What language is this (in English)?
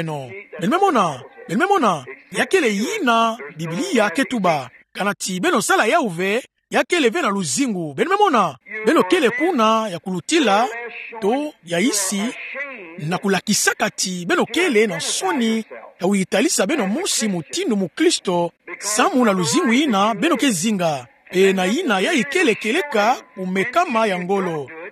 Kituba (Democratic Republic of Congo)